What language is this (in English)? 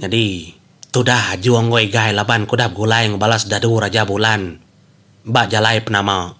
Iban